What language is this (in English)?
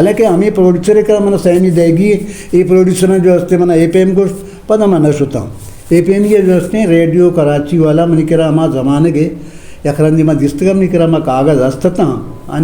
Eastern Balochi